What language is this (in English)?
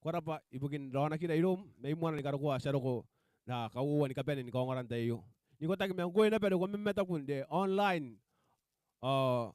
Gilbertese